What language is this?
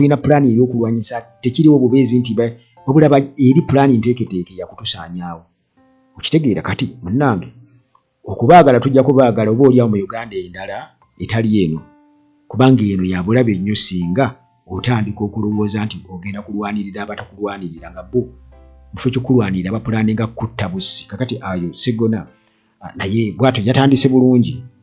Ganda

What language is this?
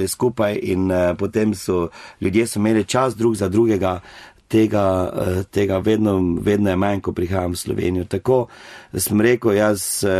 Slovenian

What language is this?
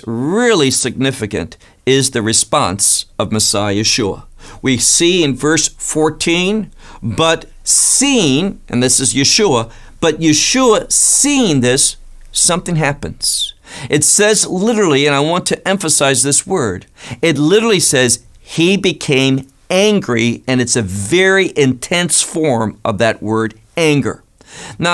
English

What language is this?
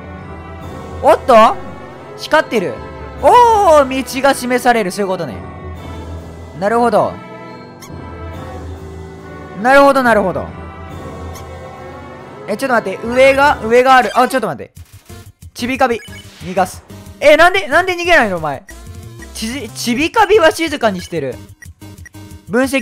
Japanese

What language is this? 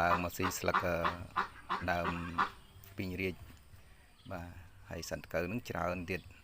Khmer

